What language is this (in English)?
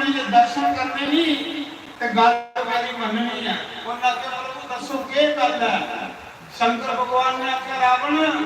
Dogri